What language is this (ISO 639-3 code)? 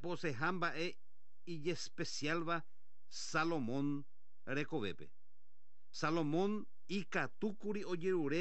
grn